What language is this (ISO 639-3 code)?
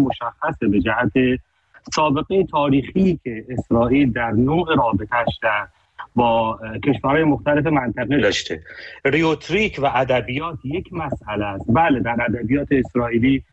fas